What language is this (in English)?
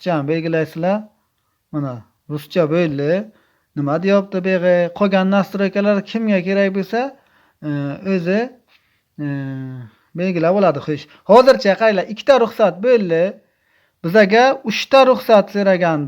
Uzbek